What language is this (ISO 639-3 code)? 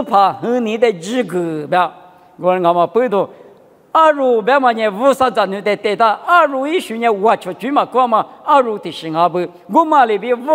lis